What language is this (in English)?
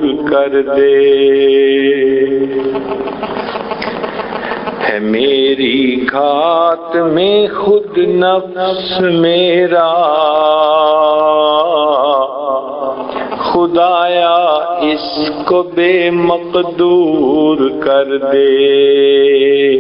Urdu